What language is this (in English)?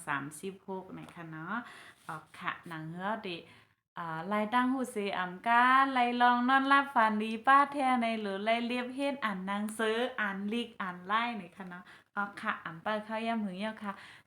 Shan